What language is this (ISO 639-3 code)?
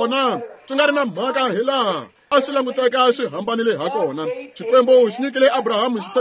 tso